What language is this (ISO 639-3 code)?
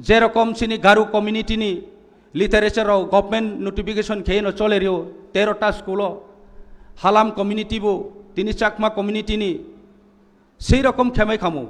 trp